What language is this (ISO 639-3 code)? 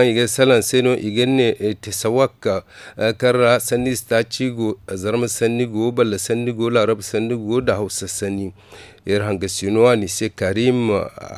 dje